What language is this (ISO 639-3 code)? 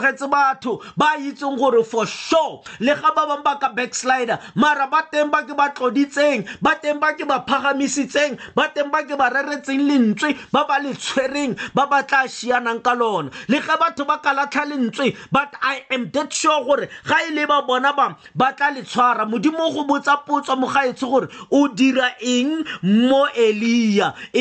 tsn